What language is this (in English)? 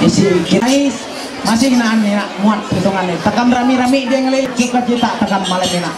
Ma'anyan